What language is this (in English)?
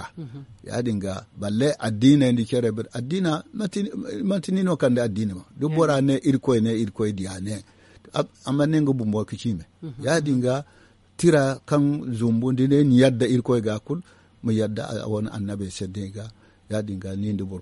Zarma